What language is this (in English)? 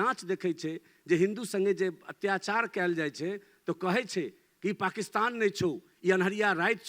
Maithili